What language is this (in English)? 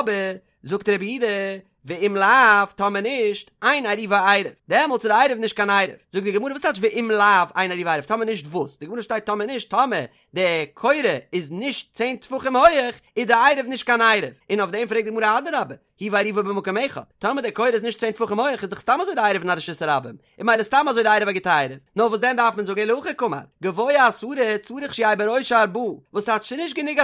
Yiddish